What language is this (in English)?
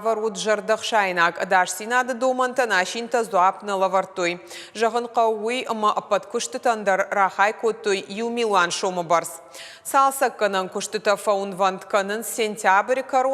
Ossetic